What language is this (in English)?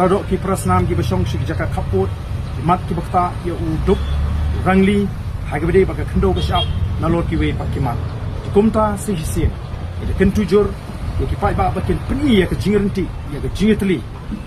Khasi